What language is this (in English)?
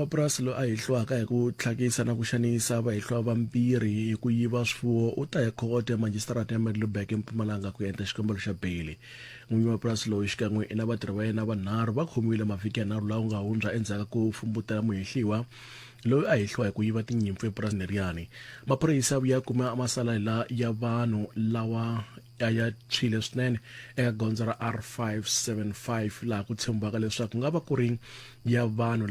Tsonga